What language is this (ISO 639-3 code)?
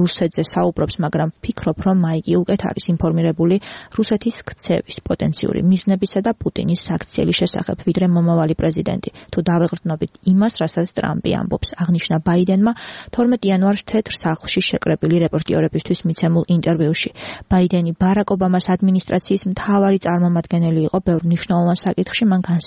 kat